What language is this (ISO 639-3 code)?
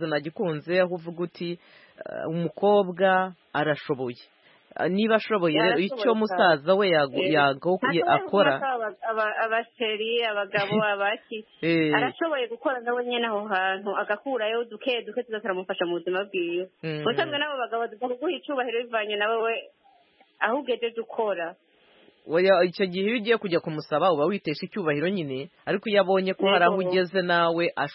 kin